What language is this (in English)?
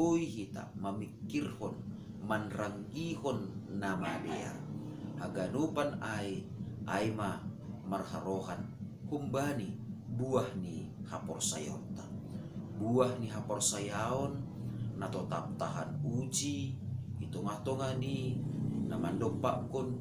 Batak Simalungun